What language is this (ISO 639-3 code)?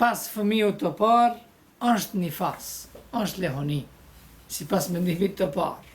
sqi